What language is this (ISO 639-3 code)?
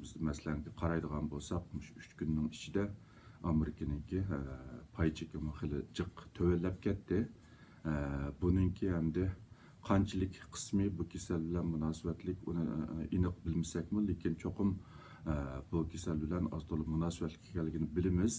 uig